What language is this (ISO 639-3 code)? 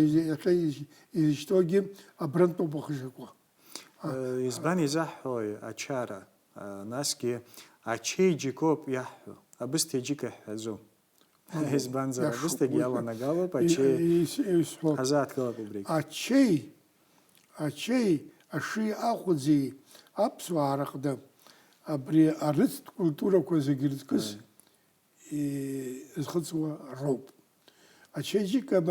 abk